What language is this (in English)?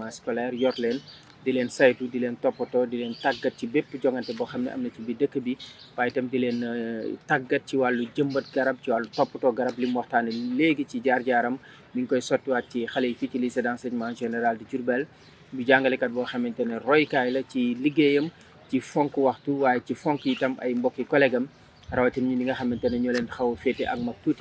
Wolof